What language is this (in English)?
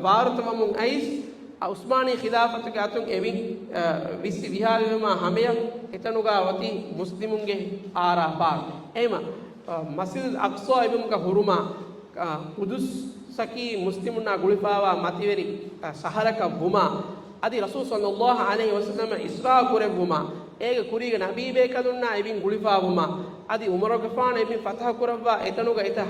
Divehi